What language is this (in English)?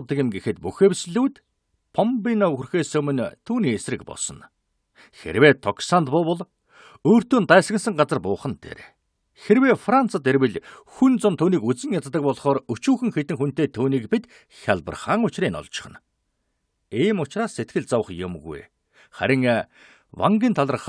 Mongolian